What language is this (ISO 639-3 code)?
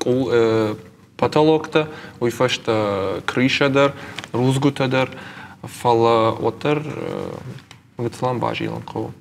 oss